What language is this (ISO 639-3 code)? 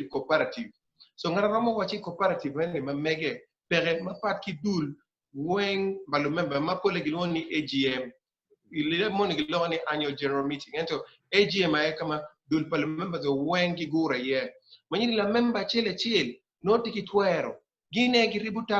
ach